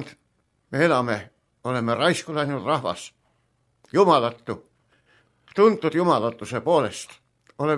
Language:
Estonian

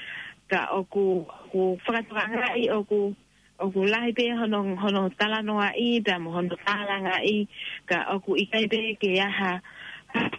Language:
Tongan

